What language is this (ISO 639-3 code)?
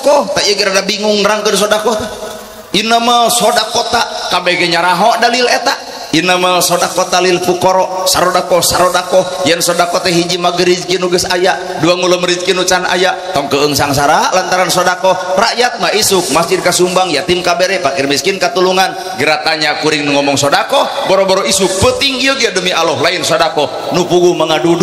sun